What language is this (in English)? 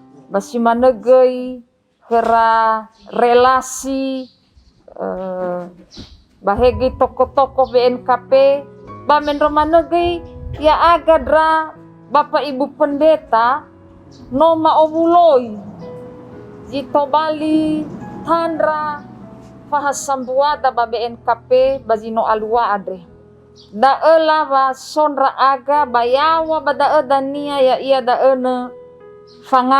Nias